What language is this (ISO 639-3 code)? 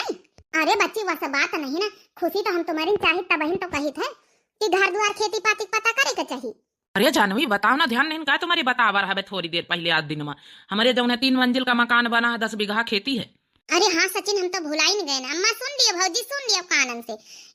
awa